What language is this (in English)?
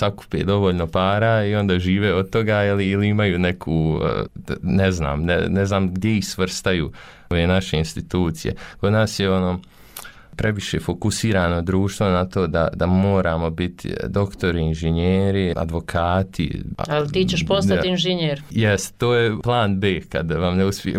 Bosnian